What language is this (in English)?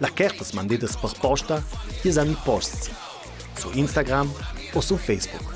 Ladin